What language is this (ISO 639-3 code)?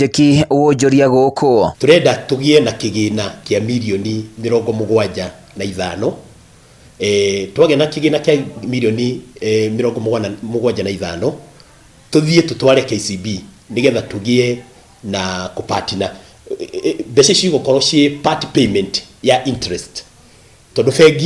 kik